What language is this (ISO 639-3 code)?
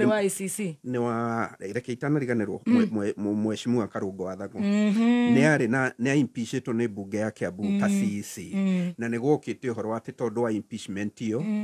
kik